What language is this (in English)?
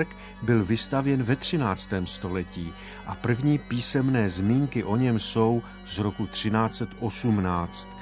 Czech